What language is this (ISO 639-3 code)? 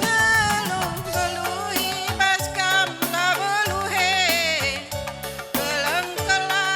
btx